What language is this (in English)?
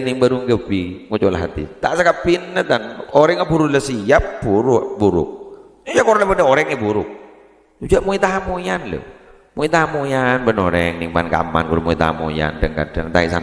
Madurese